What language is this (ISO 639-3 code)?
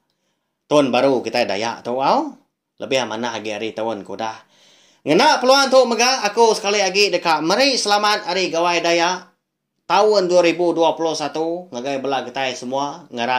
iba